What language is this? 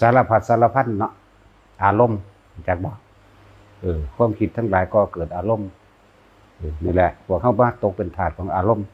Northeastern Thai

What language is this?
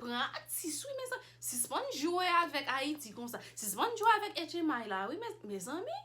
Haitian Creole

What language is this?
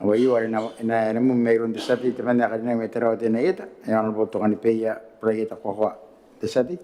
Gilbertese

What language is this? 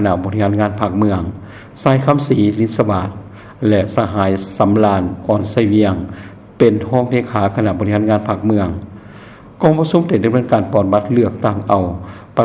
Lao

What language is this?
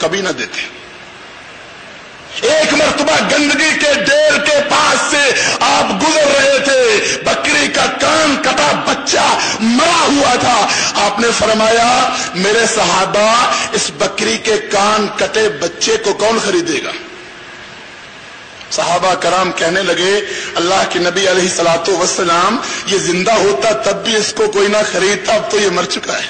Urdu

